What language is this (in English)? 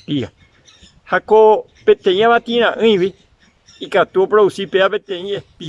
Guarani